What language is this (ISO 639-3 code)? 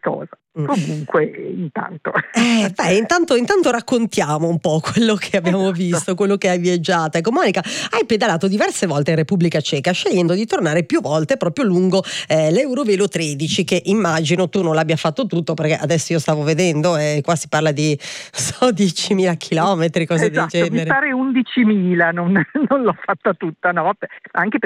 ita